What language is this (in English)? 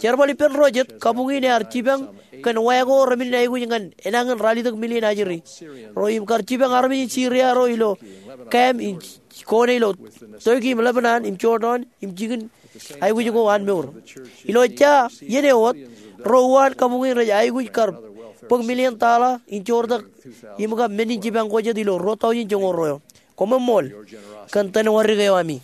Marshallese